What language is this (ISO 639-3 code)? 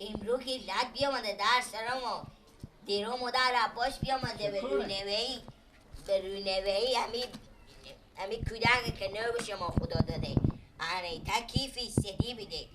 fas